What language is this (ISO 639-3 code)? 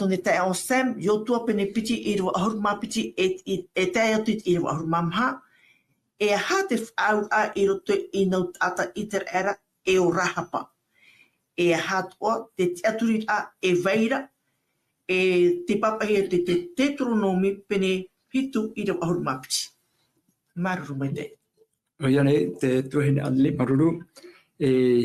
tah